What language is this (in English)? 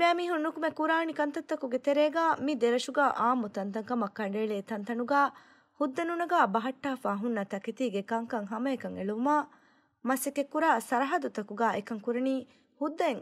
Divehi